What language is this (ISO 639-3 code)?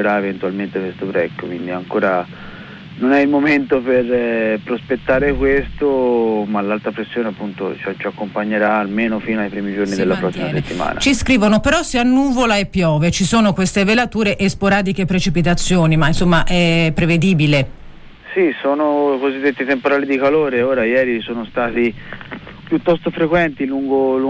ita